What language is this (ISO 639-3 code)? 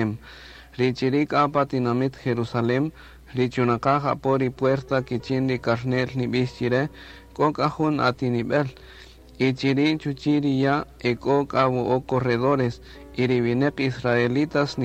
cak